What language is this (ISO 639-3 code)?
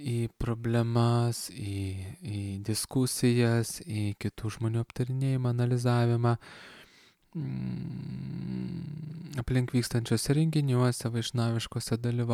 lit